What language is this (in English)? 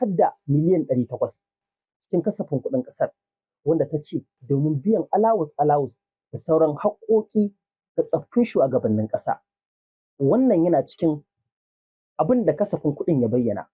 Hausa